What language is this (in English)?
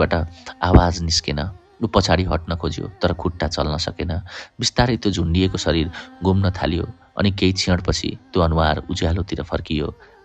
Nepali